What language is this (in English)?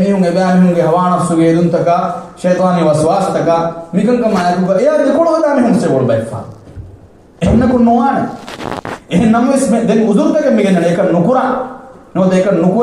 Divehi